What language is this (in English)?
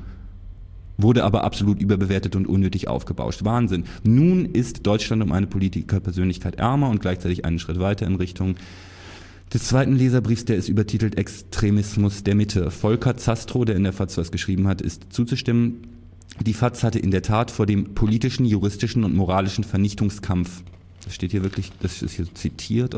German